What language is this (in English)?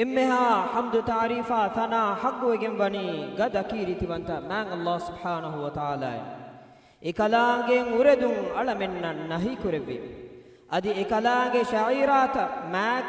Divehi